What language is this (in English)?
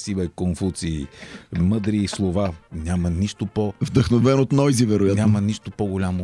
Bulgarian